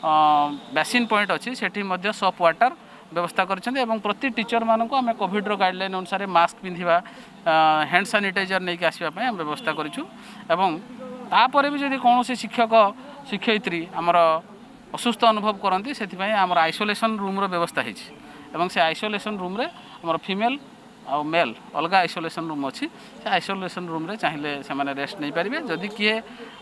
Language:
Odia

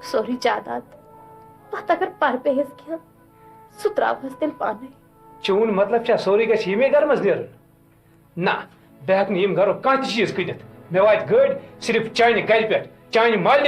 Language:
Kashmiri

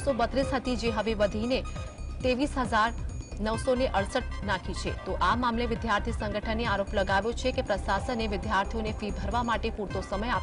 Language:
Gujarati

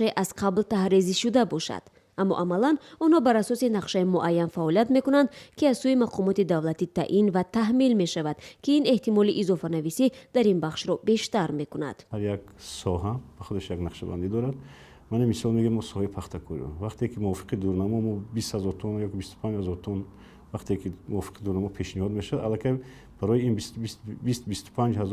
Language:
Tajik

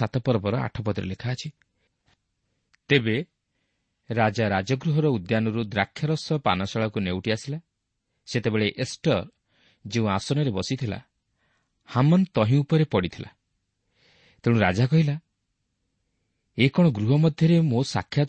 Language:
Odia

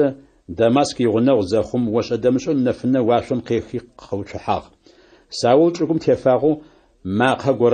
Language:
Adyghe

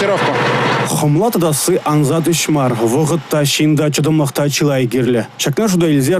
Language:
Chuvash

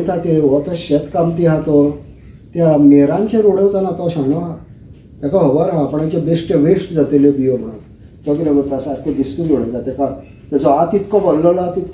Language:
Konkani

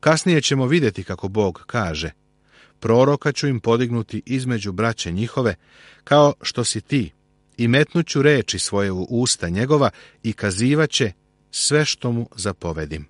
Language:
Serbian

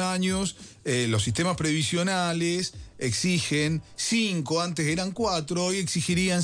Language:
Spanish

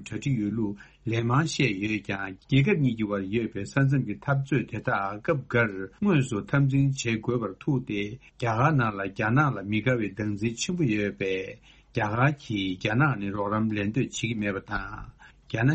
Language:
Tibetan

